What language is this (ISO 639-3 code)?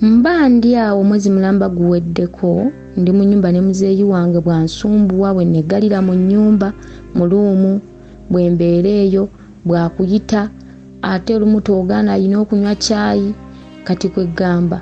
lug